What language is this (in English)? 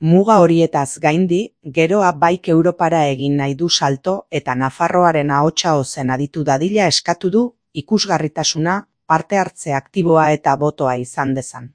Basque